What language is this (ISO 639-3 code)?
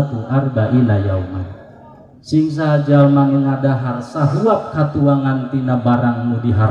sun